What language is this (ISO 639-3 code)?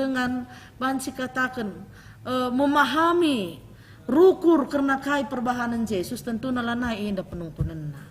btx